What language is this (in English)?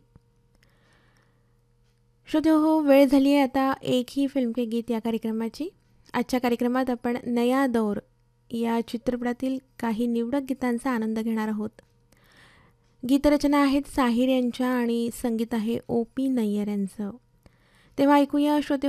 Marathi